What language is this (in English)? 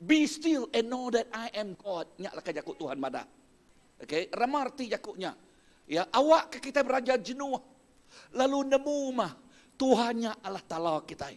Iban